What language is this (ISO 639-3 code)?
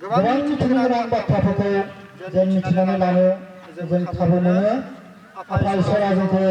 brx